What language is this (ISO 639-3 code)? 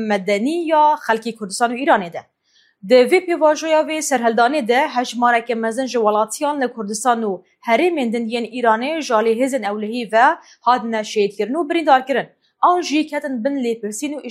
kur